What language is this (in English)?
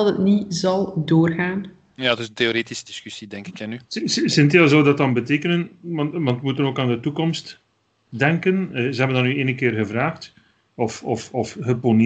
Dutch